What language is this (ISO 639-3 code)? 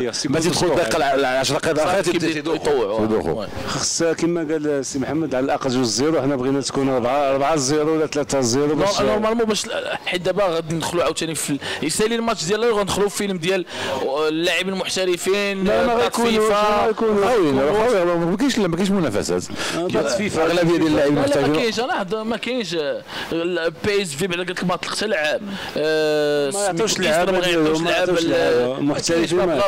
ary